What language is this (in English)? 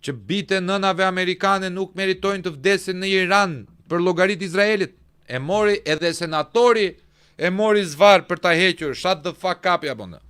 Albanian